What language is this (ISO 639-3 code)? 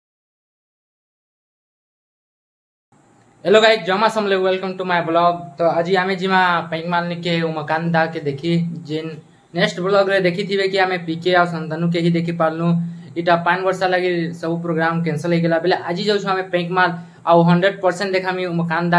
spv